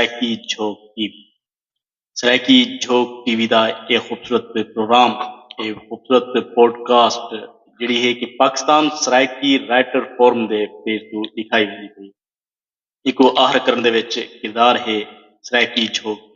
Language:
Saraiki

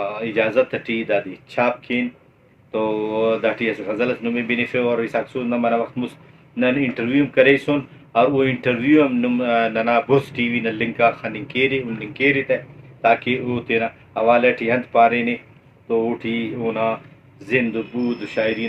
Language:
Brahui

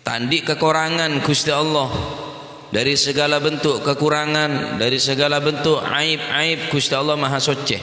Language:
Madurese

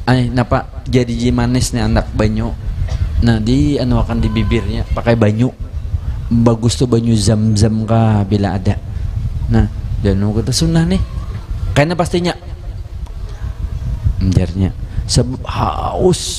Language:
Banjar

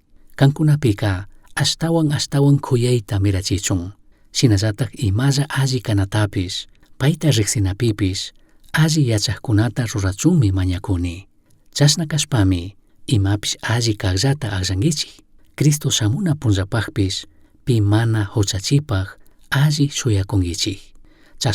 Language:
Chimborazo Highland Quichua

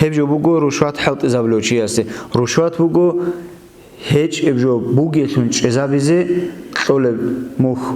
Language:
Avaric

